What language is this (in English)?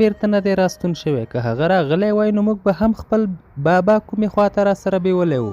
Pashto